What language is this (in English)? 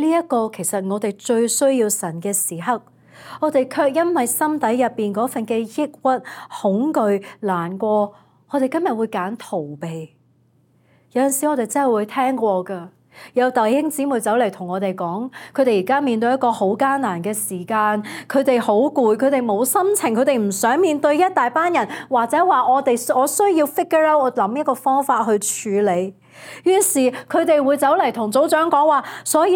Cantonese